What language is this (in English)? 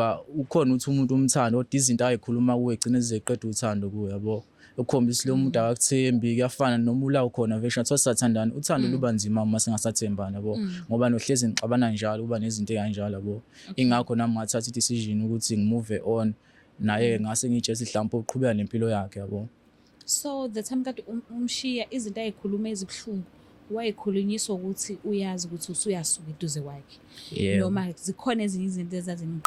Zulu